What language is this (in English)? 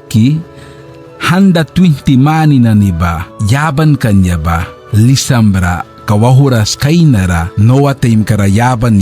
Mískito